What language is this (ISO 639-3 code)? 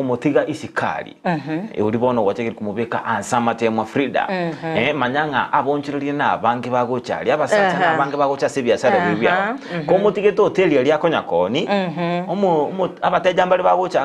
guz